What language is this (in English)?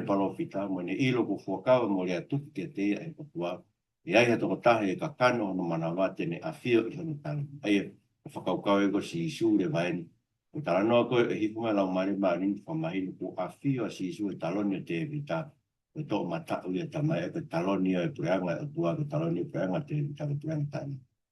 Tongan